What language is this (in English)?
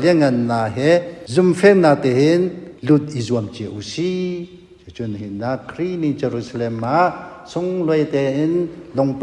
Hakha Chin